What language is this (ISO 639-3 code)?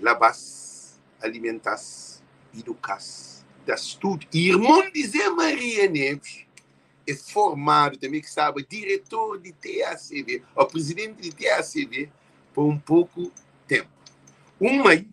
kea